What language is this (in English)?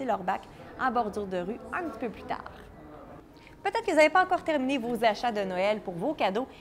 French